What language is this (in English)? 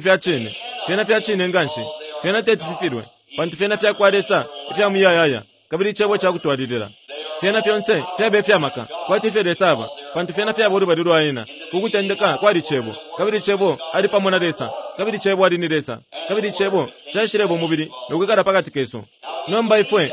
Bemba